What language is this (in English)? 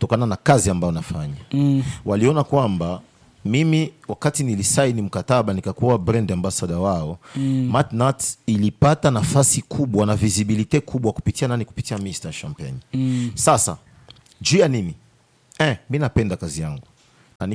Swahili